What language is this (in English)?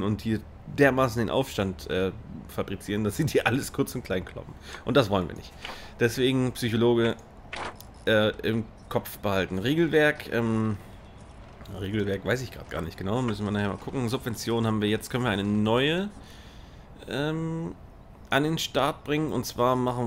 German